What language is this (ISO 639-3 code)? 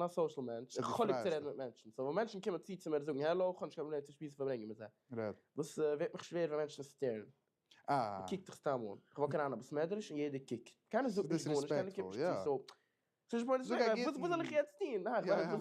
yid